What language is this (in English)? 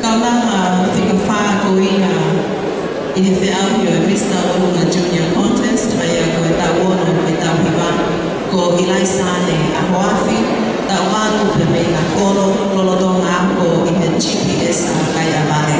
Tongan